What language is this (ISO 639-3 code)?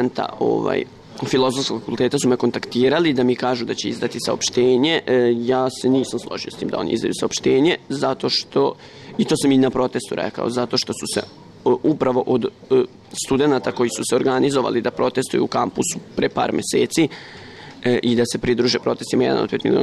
srp